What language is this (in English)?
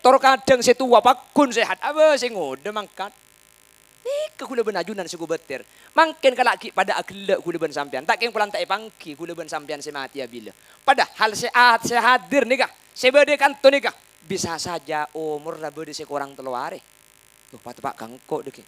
Madurese